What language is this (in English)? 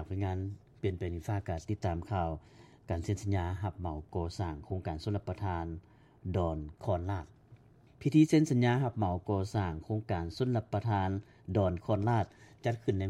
Lao